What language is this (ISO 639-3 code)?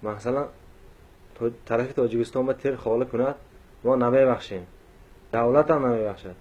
tgk